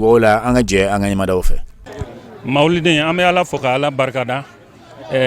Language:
Bambara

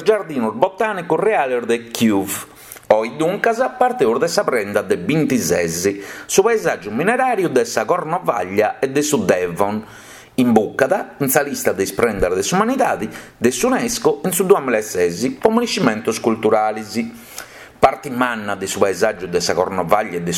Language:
Sardinian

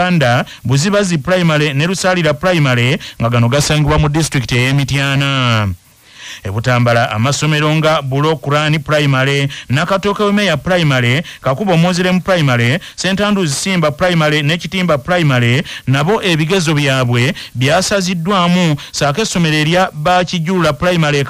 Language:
Ganda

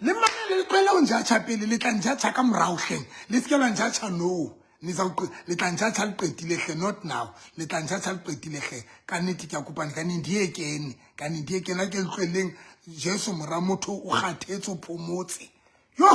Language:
Southern Sotho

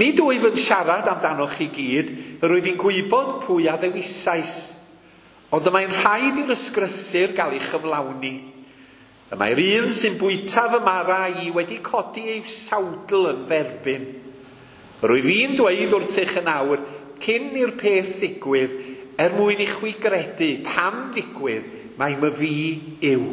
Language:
Welsh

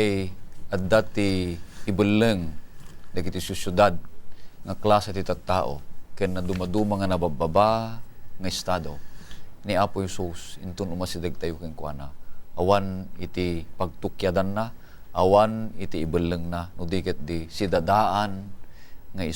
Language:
Iloko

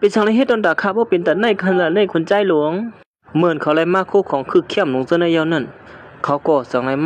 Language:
Shan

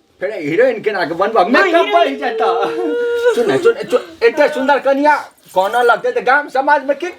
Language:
Maithili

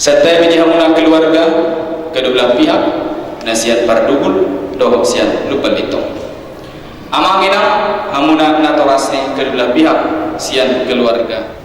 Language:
Batak Toba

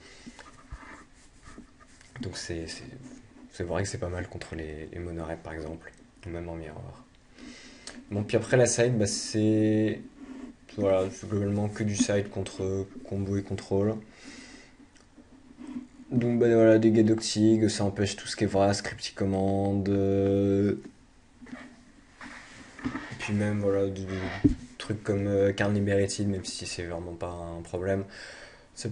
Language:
French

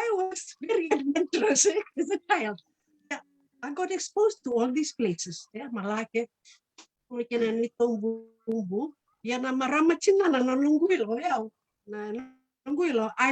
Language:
Fijian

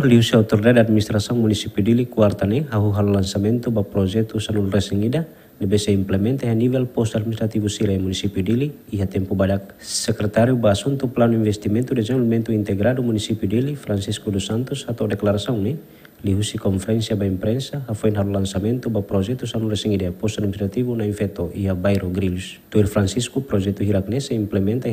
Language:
Tetum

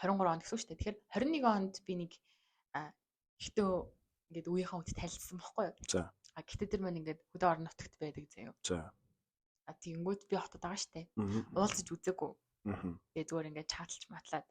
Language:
Mongolian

